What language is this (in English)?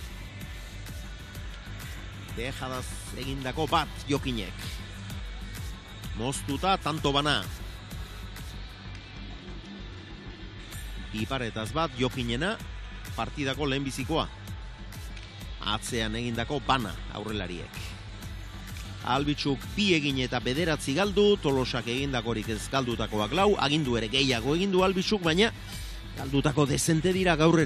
Basque